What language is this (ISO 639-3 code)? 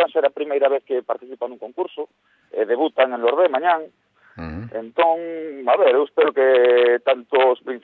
glg